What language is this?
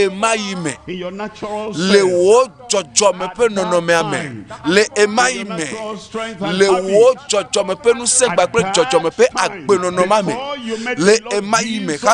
Ewe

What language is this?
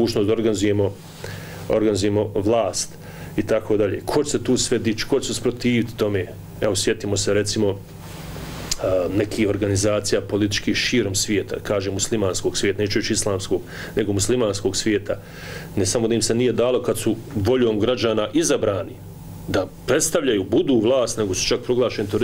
Bosnian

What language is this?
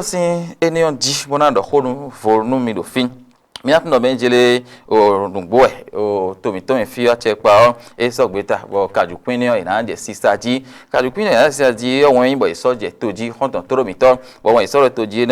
Fon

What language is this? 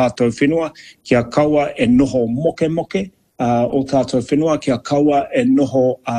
Māori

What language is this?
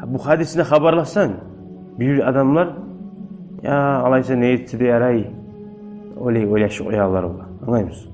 Kumyk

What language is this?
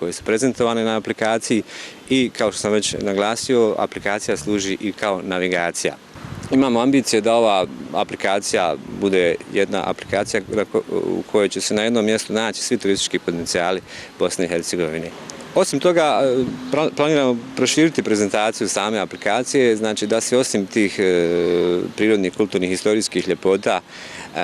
Bosnian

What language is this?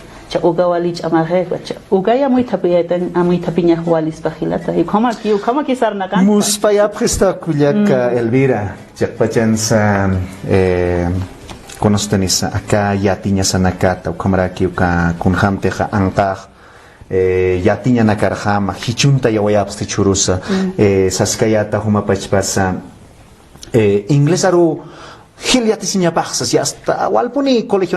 Aymara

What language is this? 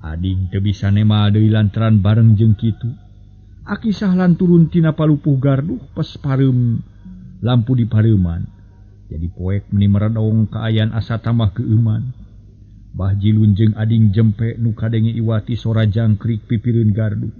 Sundanese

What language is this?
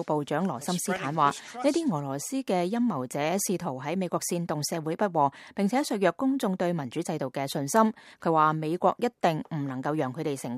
Cantonese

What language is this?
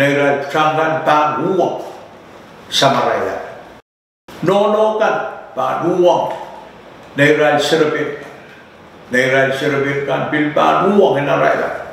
Pohnpeian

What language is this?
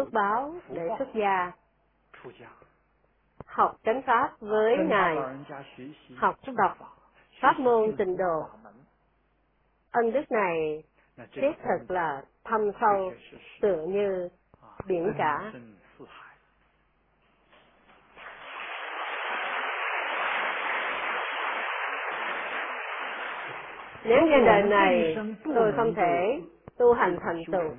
Vietnamese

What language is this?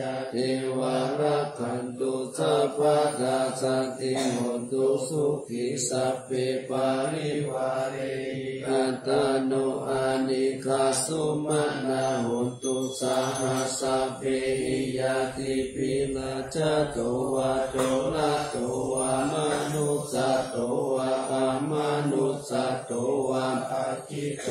Pali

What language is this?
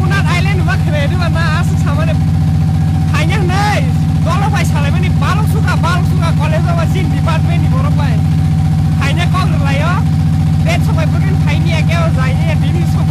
Kok Borok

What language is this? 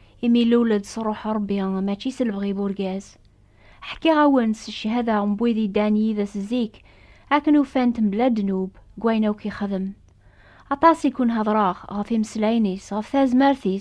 Kabyle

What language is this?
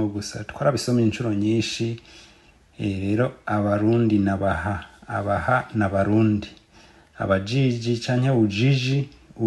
Rundi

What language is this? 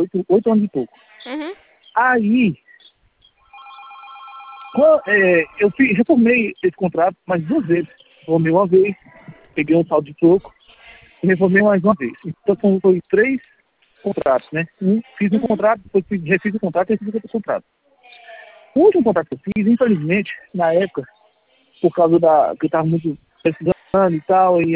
Portuguese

